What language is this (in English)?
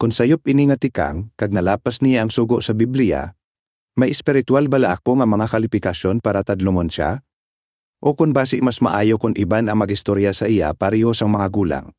Hiligaynon